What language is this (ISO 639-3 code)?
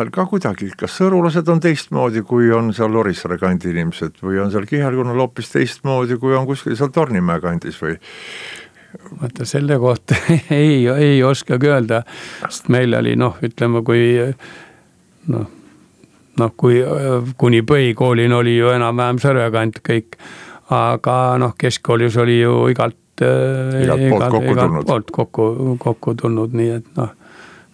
est